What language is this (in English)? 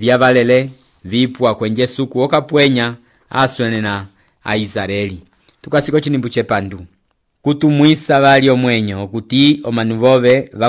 Umbundu